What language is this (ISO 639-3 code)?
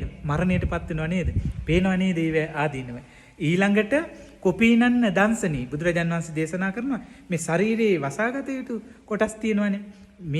sin